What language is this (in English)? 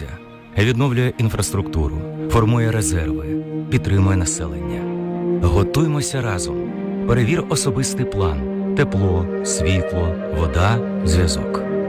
Ukrainian